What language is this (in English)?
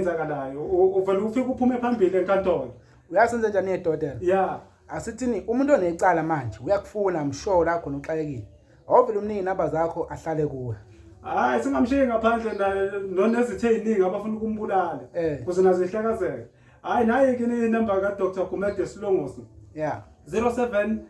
Zulu